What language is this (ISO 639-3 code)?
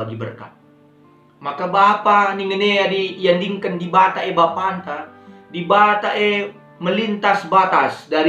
btx